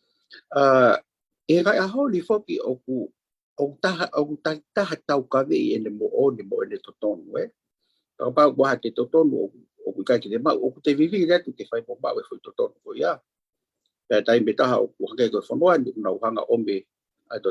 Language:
Tongan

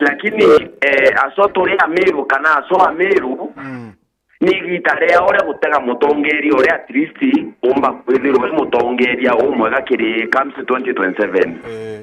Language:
Meru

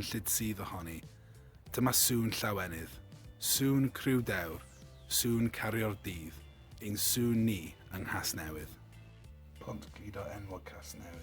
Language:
Welsh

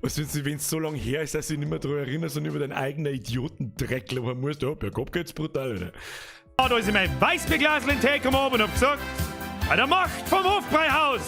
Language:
Bavarian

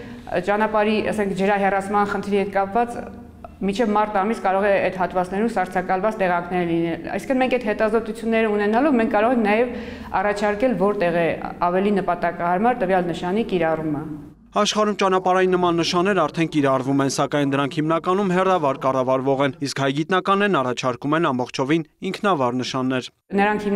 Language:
Armenian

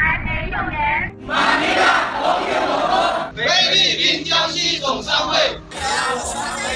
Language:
Chinese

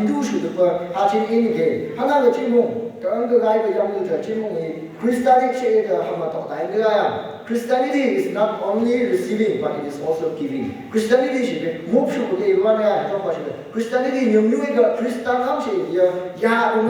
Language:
Phom Naga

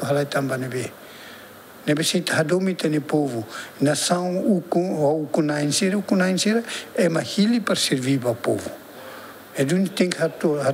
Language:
Tetum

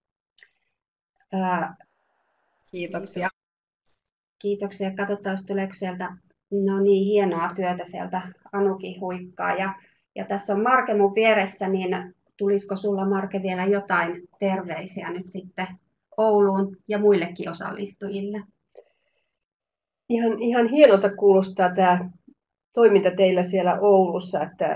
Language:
Finnish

